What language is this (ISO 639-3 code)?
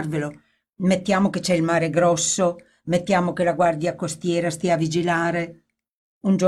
ita